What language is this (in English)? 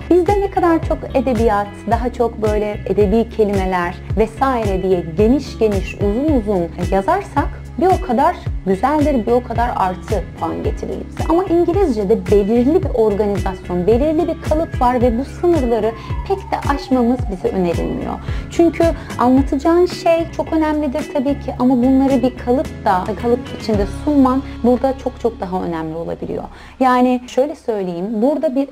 Turkish